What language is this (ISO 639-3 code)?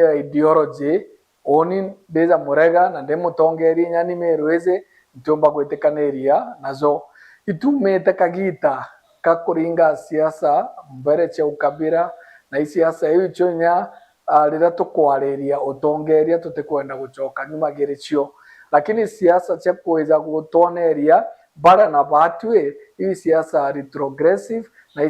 mer